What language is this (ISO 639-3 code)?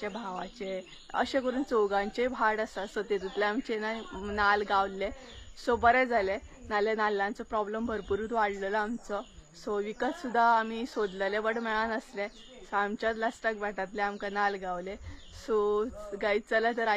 kok